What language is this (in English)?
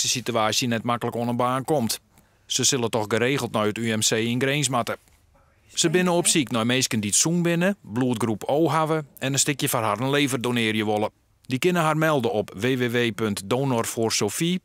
Western Frisian